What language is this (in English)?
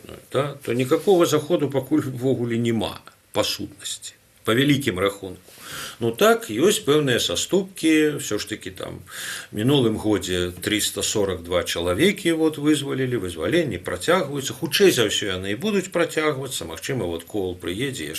Belarusian